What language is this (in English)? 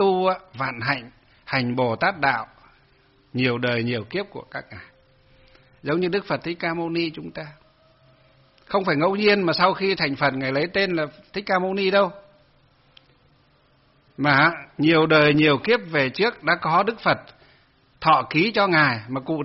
Vietnamese